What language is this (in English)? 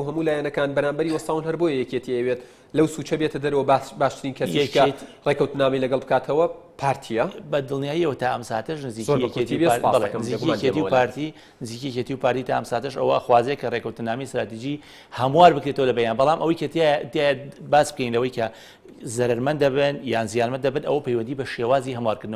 Central Kurdish